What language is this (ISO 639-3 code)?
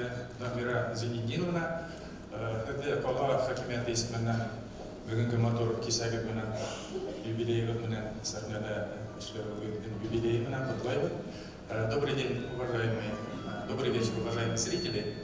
bak